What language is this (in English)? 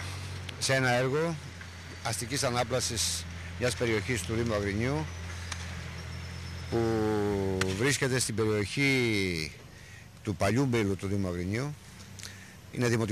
Greek